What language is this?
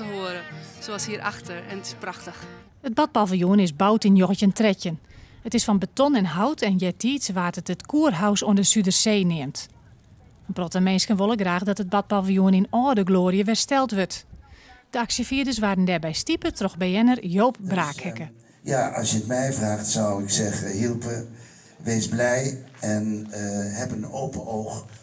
Western Frisian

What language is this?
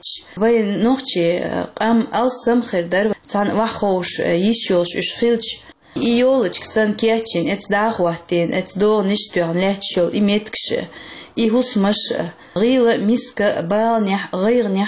Chechen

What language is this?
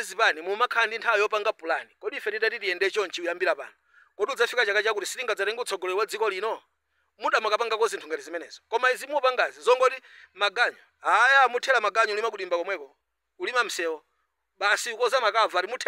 Nyanja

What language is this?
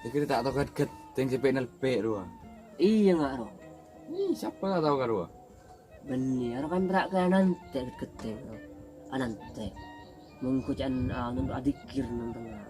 Madurese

